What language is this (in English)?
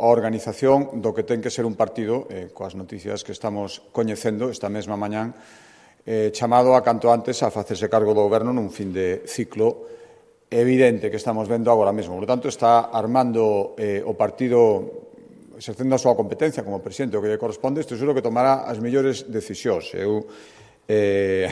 Galician